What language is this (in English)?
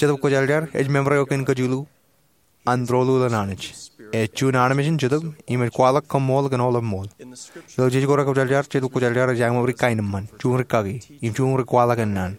Marshallese